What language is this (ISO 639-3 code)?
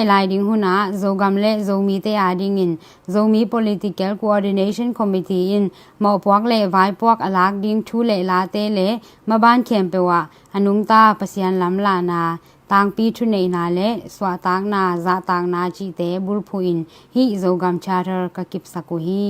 ctd